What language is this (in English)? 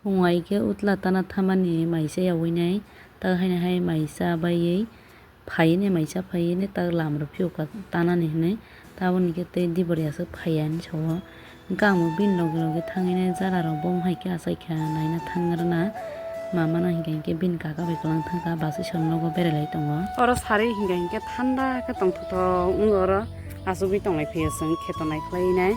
Kok Borok